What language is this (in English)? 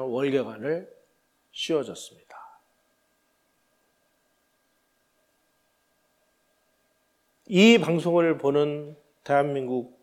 Korean